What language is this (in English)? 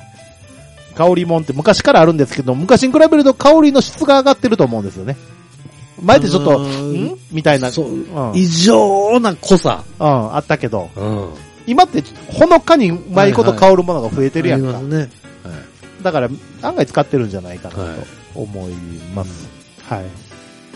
Japanese